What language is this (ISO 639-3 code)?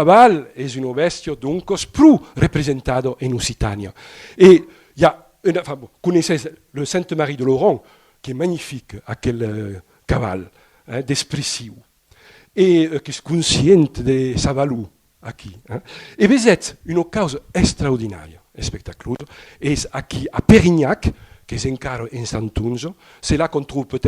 oci